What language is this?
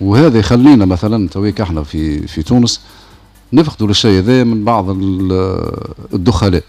Tunisian Arabic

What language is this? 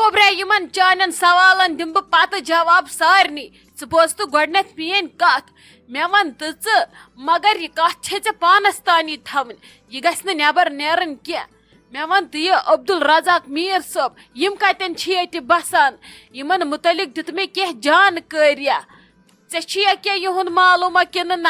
Kashmiri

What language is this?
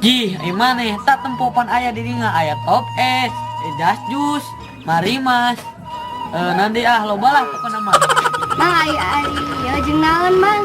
Sundanese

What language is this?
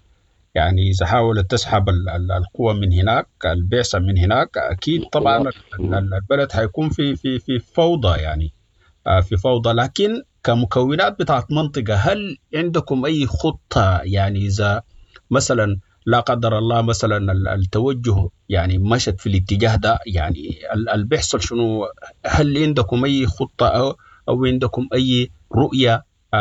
Sudanese Arabic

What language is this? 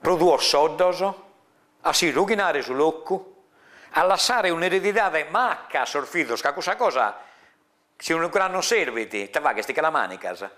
Sardinian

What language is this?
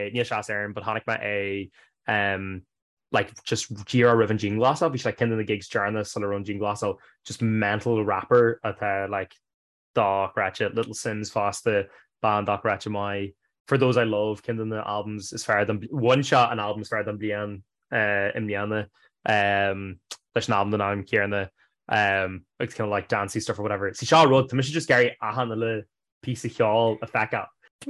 Irish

